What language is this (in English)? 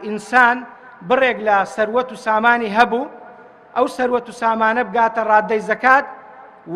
Central Kurdish